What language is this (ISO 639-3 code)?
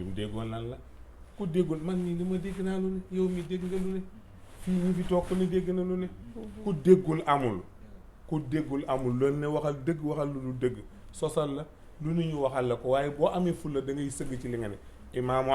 wol